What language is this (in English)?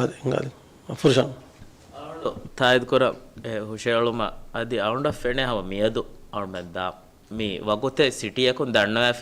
Divehi